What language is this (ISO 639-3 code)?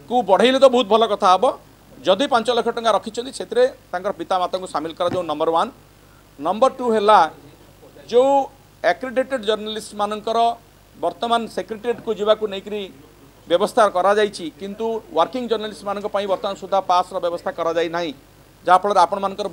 ori